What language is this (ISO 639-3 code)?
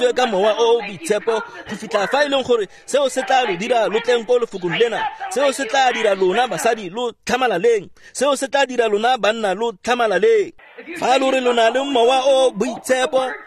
tsn